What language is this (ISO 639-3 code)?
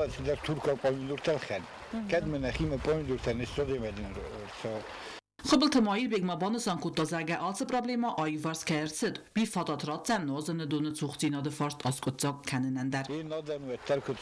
oss